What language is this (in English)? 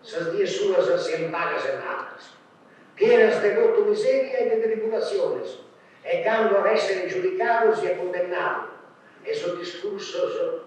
Sardinian